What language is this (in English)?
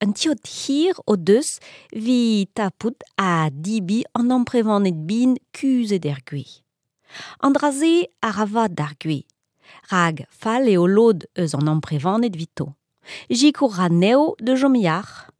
Breton